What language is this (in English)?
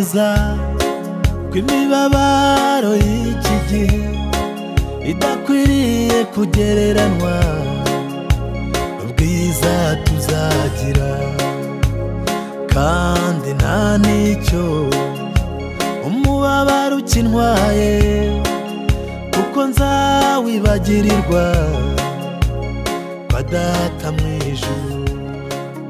Kinyarwanda